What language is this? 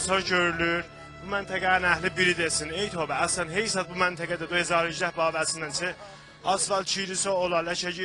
South Azerbaijani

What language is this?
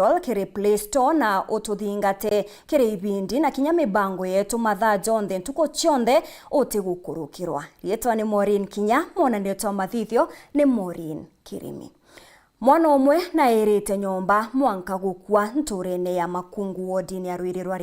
Meru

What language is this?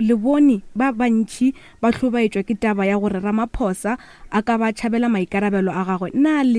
Northern Sotho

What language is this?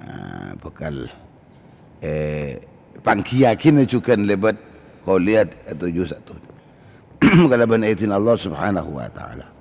Madurese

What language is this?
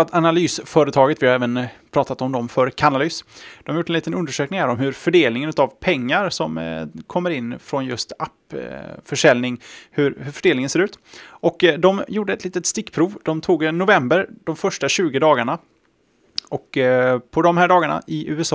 Swedish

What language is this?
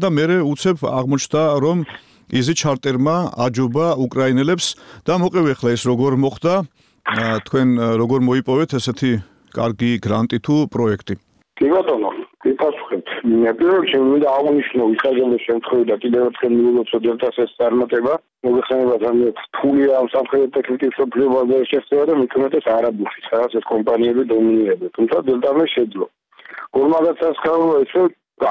Georgian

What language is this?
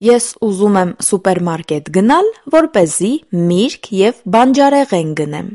Armenian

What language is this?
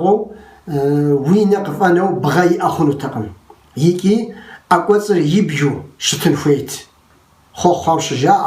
Kabardian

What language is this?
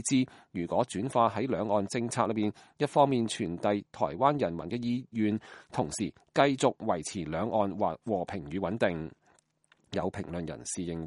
Cantonese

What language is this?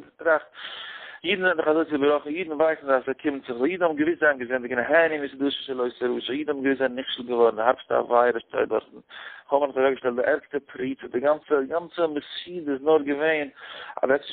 Yiddish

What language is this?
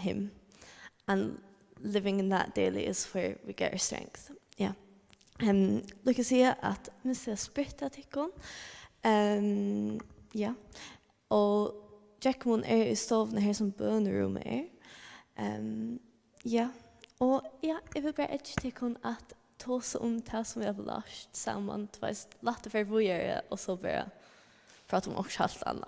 Faroese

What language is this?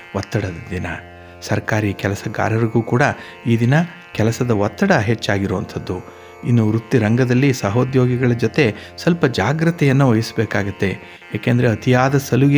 Kannada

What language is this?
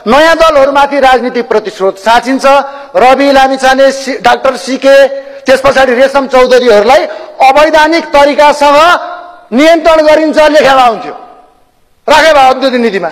Nepali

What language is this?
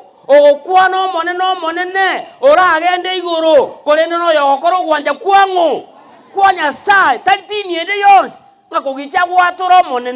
Gusii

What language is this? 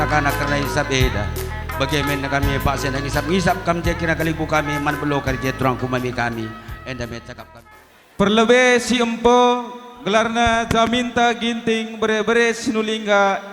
Batak Karo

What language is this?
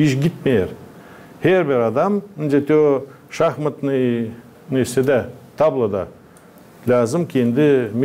Gagauz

